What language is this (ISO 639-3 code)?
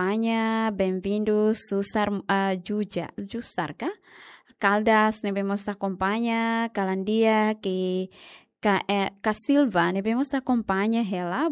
tet